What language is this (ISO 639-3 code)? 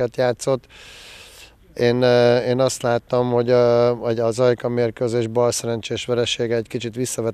hun